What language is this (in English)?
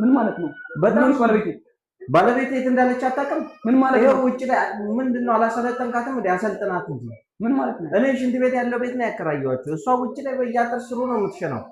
Amharic